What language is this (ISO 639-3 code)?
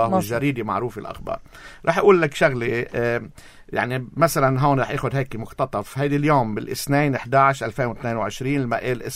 apc